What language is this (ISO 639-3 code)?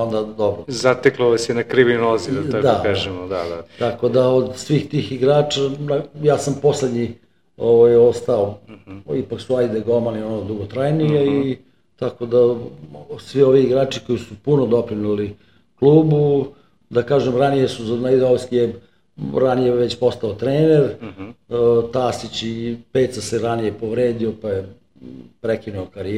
srp